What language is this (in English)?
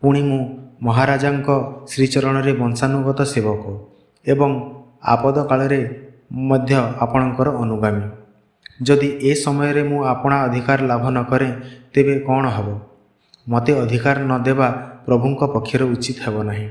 Odia